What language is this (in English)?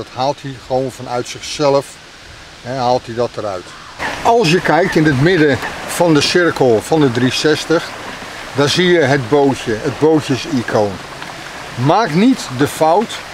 Dutch